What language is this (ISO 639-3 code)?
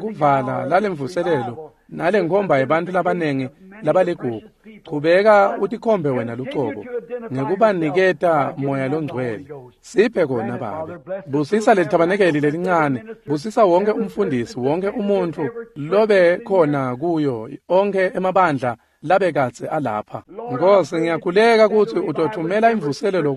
ssw